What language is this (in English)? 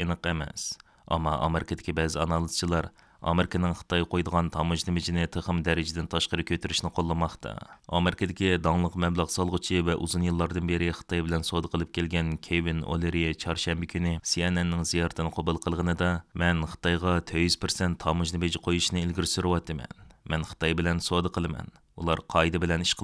Uyghur